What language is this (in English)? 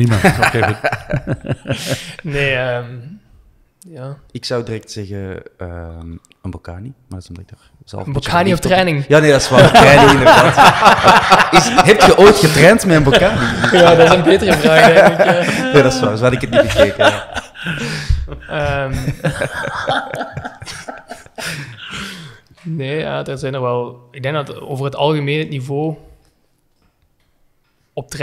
Dutch